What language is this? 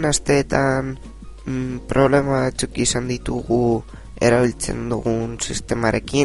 Basque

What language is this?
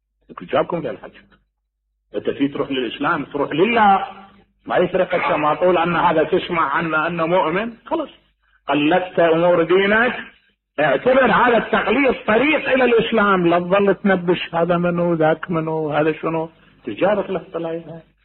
Mesopotamian Arabic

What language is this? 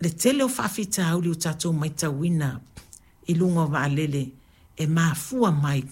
Samoan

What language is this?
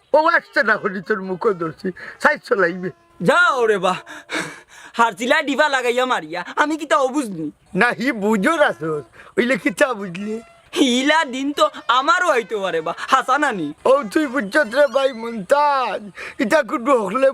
Sylheti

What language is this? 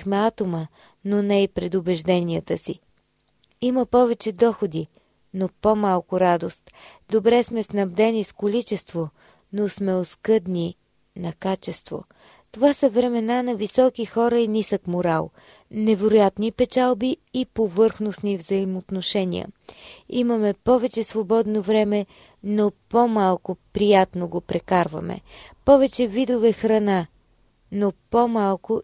Bulgarian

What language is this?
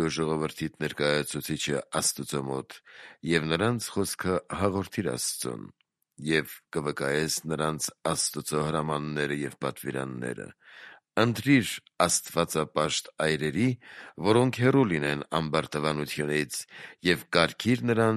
Armenian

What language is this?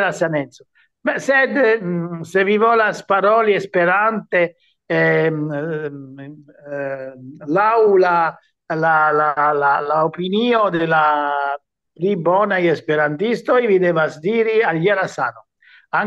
Esperanto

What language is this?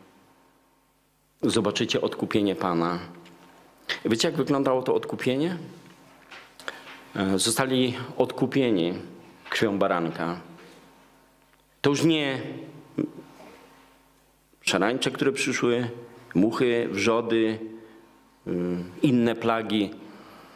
Polish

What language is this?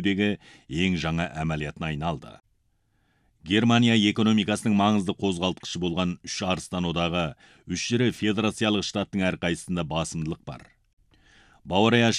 Kazakh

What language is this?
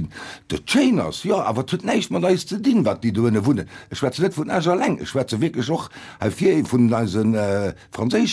Luxembourgish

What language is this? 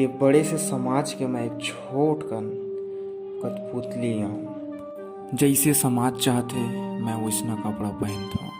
Chhattisgarhi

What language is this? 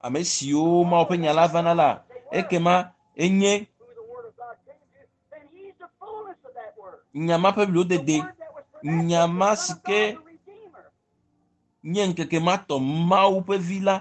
Ewe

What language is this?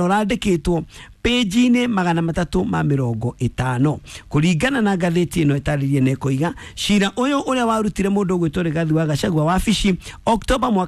Kikuyu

